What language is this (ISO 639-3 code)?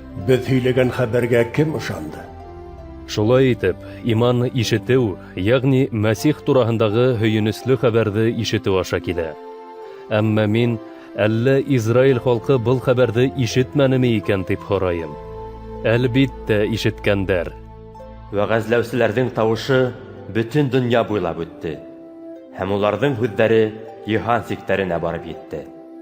bak